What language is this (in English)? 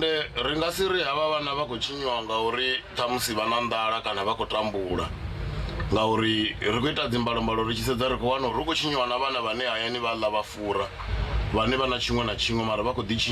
Venda